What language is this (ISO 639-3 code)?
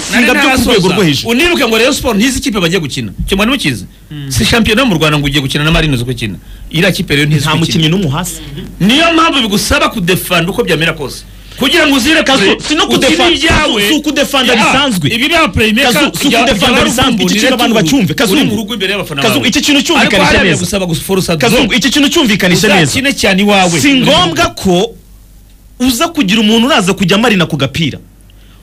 kin